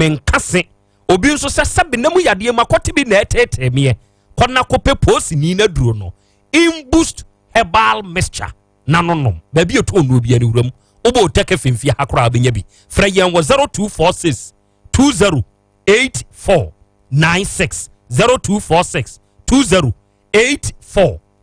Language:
Akan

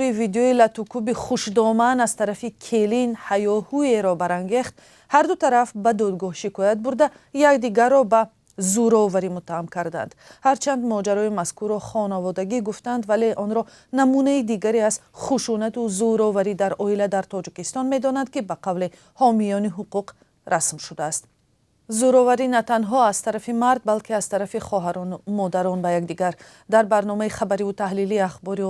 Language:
Tajik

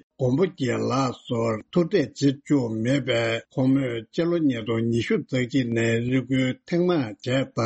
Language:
Tibetan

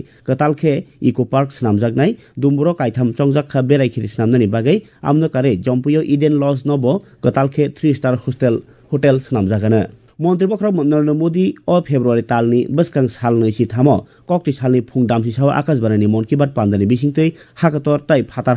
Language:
Kok Borok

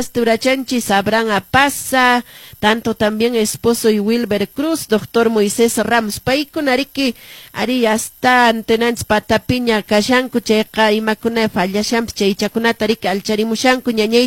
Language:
Quechua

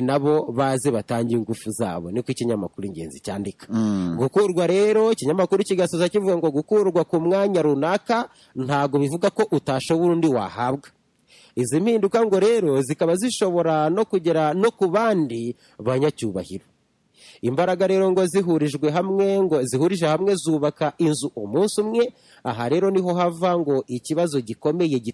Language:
Kinyarwanda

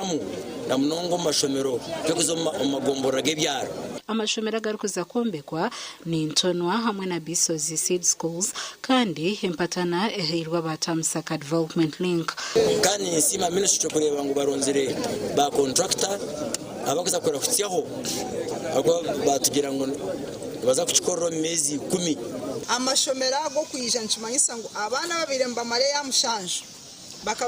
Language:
Nyankole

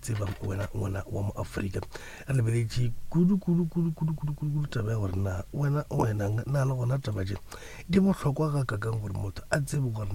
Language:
Northern Sotho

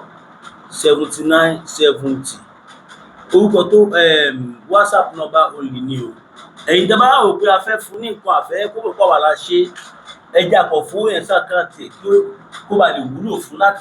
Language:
Yoruba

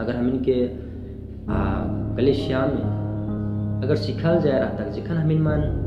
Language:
Sadri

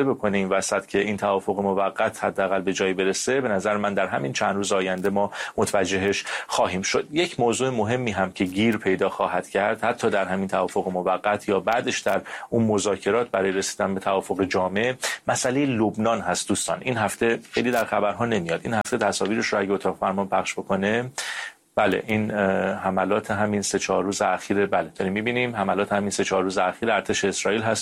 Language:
Persian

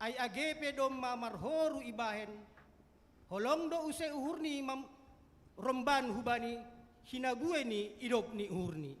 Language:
Batak Simalungun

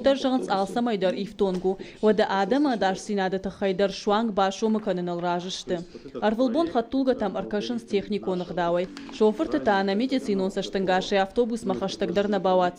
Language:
Ossetic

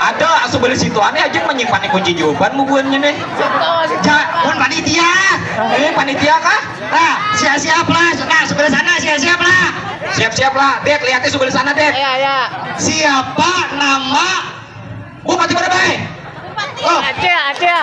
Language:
Banjar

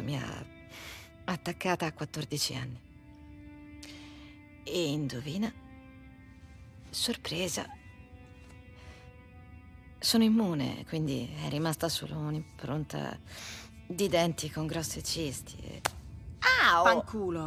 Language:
Italian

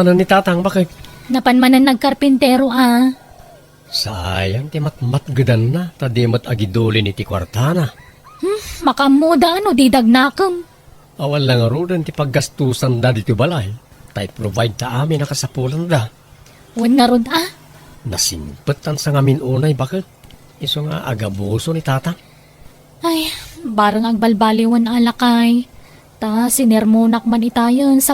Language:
Iloko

